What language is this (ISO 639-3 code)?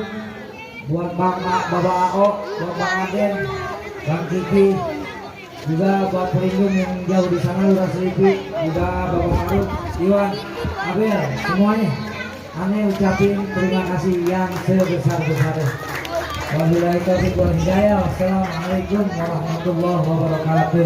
bew